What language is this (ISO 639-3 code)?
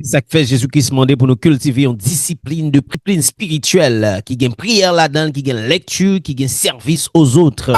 hat